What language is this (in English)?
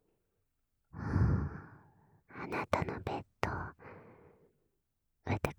Japanese